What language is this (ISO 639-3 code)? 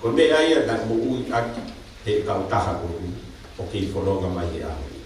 ton